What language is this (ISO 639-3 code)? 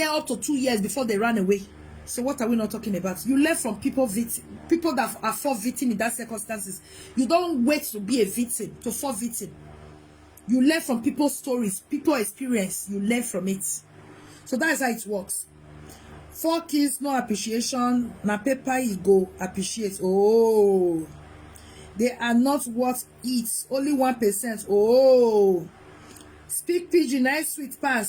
pcm